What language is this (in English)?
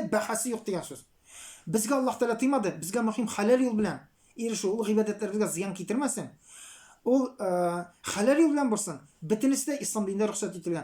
Tatar